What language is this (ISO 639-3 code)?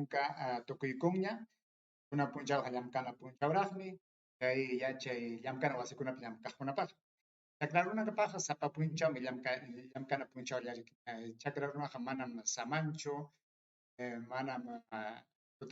quy